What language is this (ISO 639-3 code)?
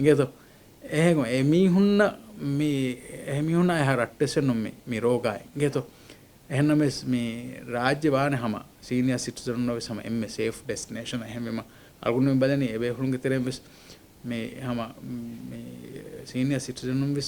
div